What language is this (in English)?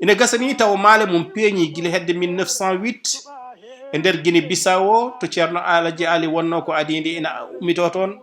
Fula